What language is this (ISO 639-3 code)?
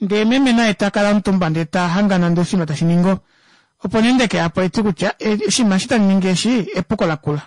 kua